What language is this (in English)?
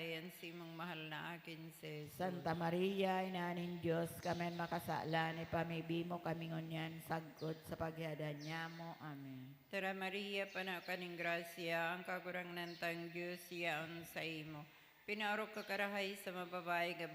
Bikol